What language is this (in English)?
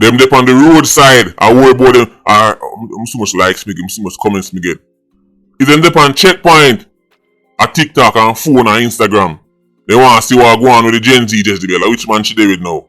Jamaican Creole English